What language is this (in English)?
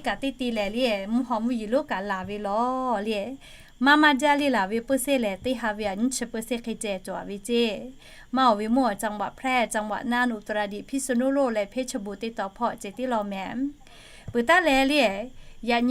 Lahu